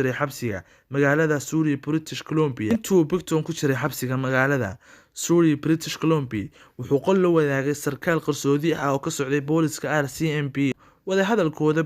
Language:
Somali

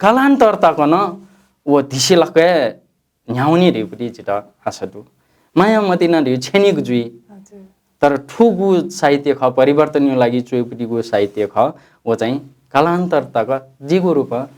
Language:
Newari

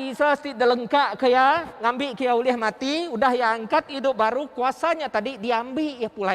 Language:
Iban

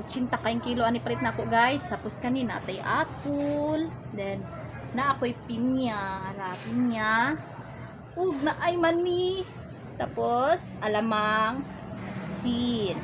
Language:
Cebuano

